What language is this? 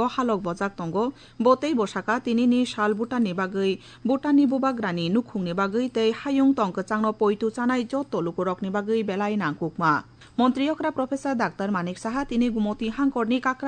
Kok Borok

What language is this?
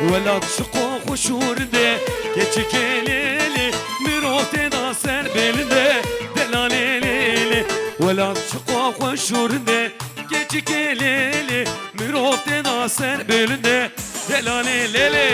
Kurdish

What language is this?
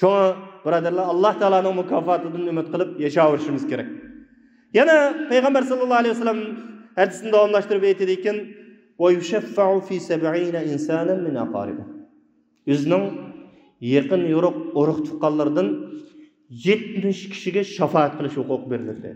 Uyghur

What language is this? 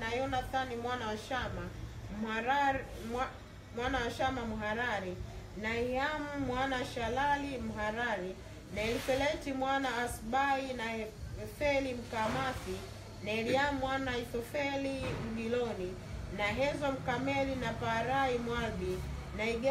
Swahili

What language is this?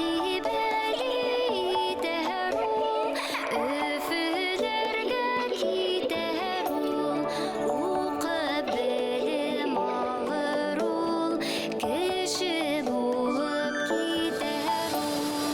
Bashkir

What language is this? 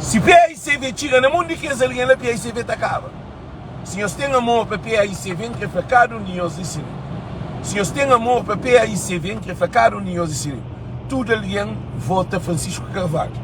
Kabuverdianu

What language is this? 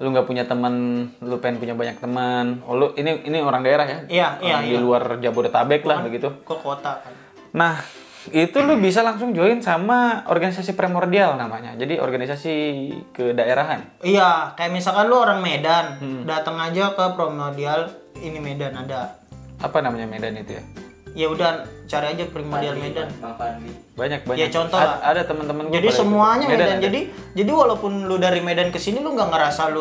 Indonesian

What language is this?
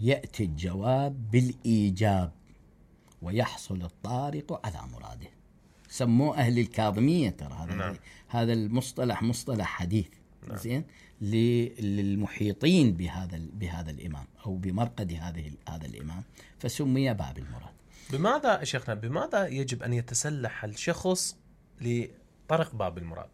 Mesopotamian Arabic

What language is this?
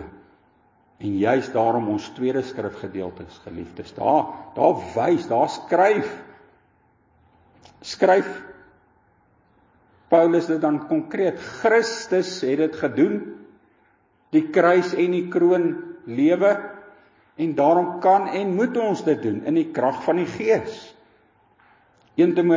Afrikaans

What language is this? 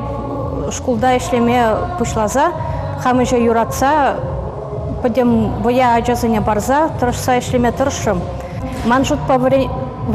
Chuvash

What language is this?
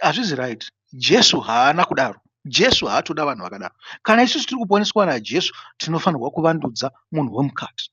Shona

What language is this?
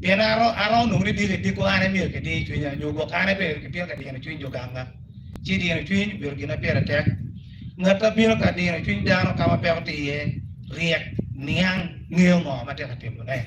Acoli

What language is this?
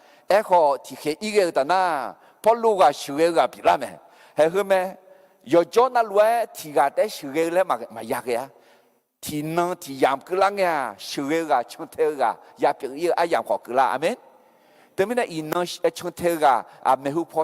Akha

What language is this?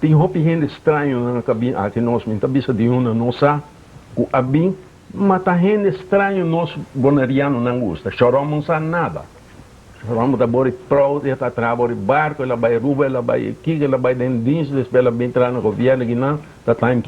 Papiamento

